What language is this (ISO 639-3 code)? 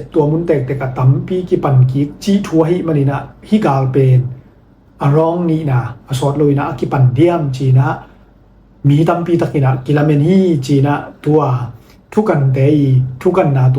ctd